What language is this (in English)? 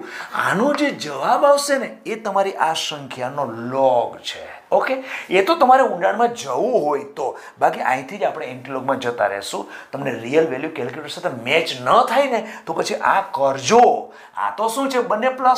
Gujarati